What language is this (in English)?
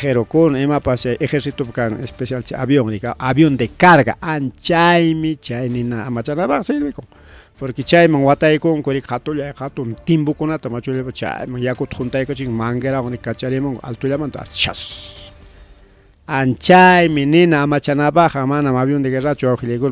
Ayacucho Quechua